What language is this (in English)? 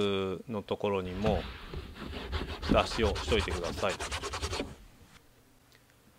Japanese